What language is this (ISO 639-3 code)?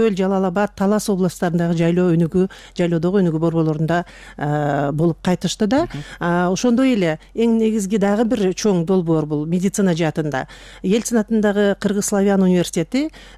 kir